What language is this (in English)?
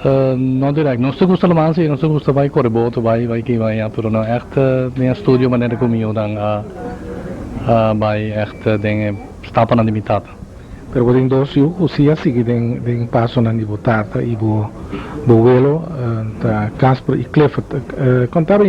Papiamento